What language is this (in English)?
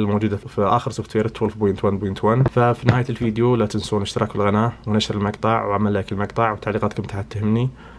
Najdi Arabic